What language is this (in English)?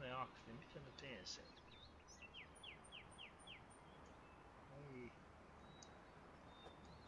Finnish